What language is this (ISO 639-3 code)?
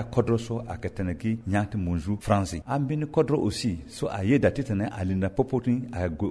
sag